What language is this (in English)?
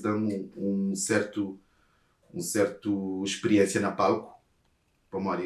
Kabuverdianu